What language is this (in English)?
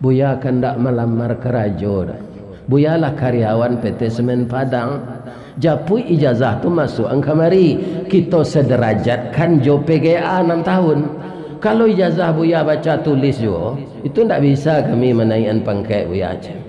Minangkabau